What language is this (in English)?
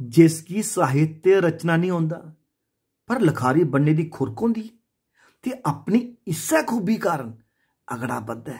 Dogri